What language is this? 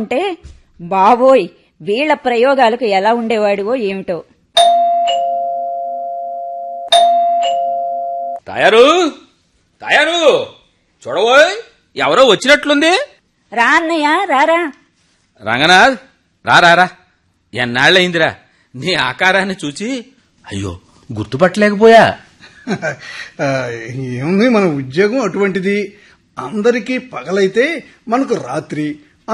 Telugu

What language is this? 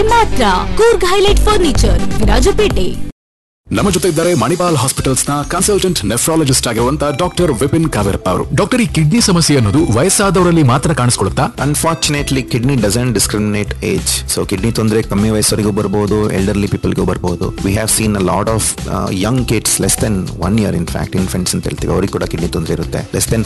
Kannada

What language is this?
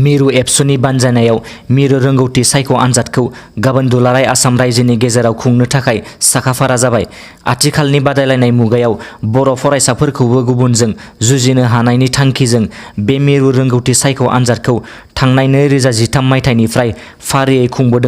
Bodo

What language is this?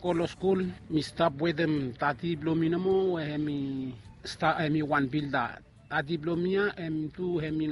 Bislama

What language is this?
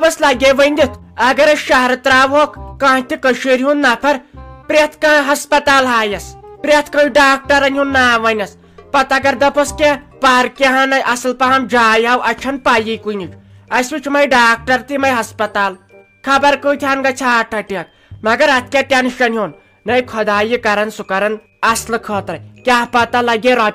Kashmiri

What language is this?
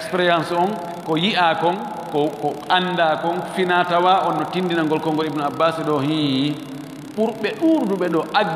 Fula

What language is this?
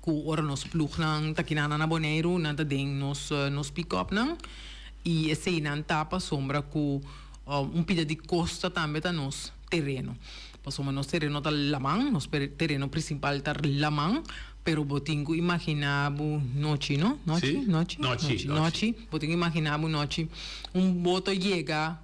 Papiamento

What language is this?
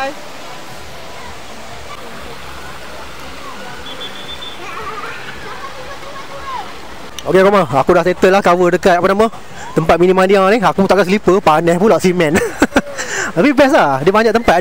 Malay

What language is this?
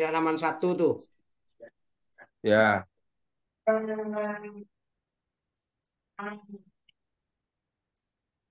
Indonesian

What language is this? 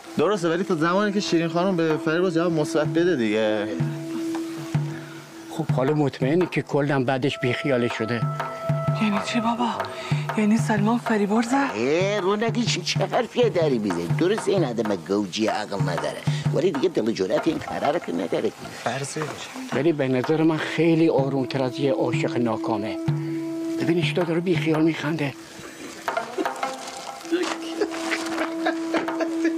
Persian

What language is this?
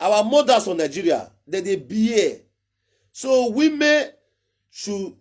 Nigerian Pidgin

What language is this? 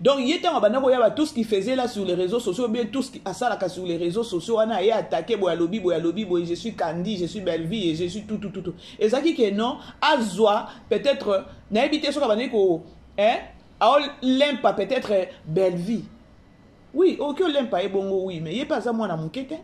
Lingala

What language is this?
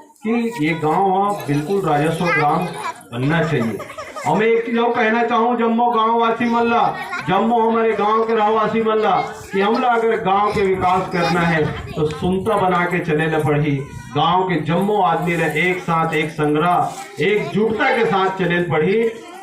Chhattisgarhi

